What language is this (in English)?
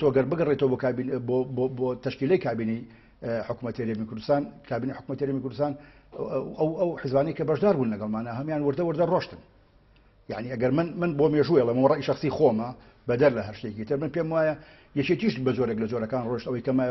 Central Kurdish